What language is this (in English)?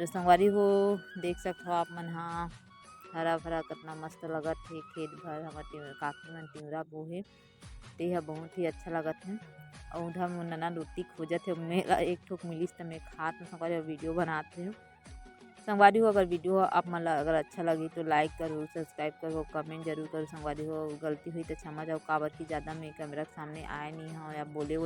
Chhattisgarhi